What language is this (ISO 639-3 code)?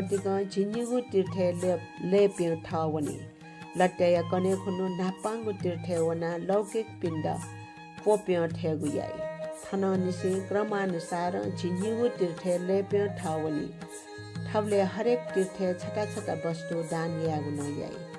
new